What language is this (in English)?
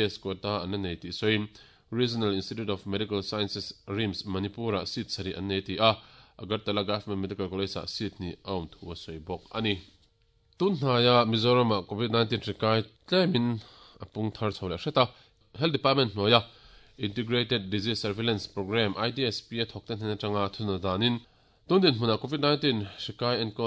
Mizo